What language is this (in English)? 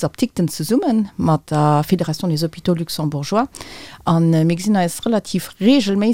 Luxembourgish